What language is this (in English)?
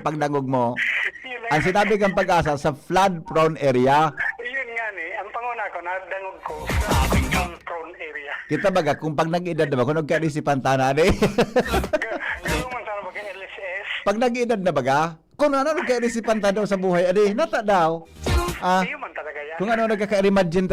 Bikol